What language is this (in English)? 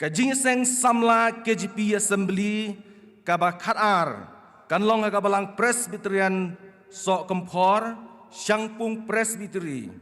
Khasi